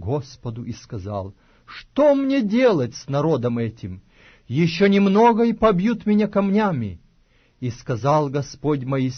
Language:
Russian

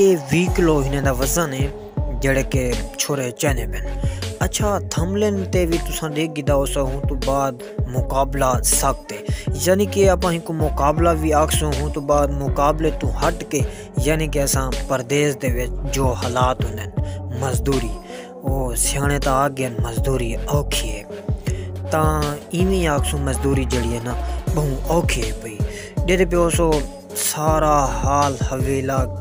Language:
Saraiki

